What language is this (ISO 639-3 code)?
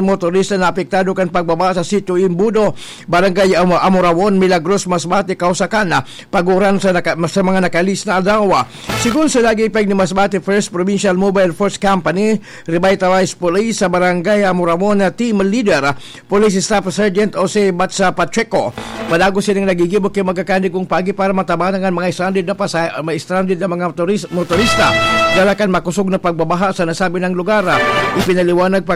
bik